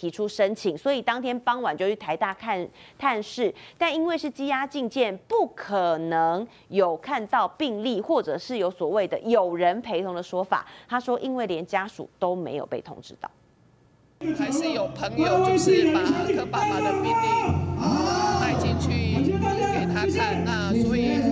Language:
Chinese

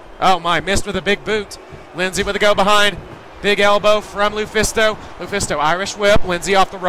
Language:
English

